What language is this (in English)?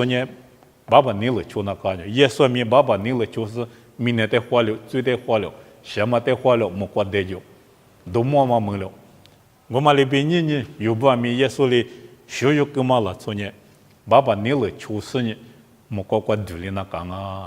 Lisu